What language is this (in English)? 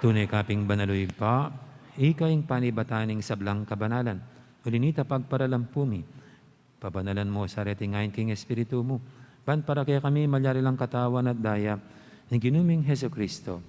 Pampanga